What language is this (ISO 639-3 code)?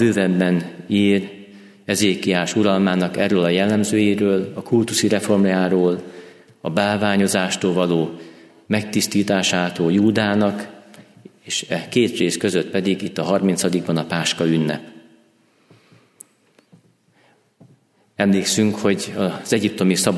hun